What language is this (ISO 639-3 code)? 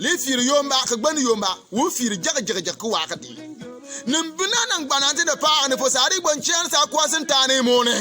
bim